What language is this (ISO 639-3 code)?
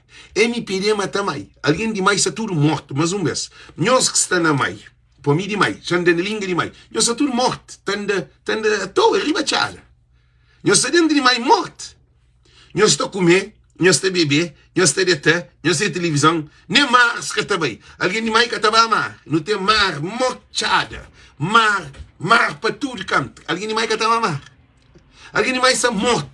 kea